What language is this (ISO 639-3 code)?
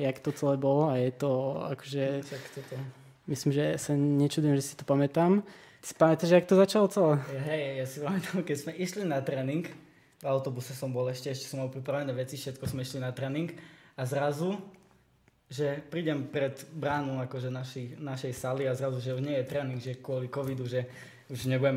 slk